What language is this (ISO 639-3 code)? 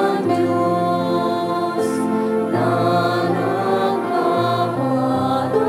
bik